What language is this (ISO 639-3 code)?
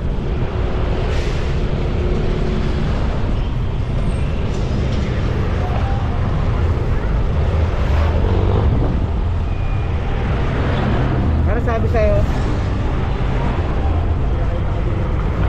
fil